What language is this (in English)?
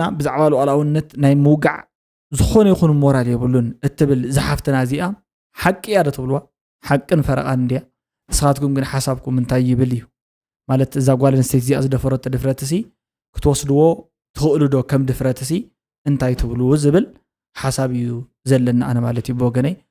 Tigrinya